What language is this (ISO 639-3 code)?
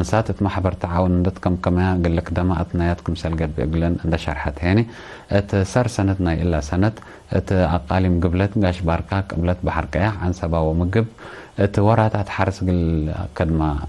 tig